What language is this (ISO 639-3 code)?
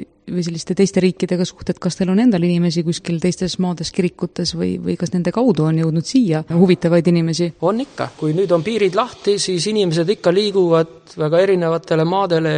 est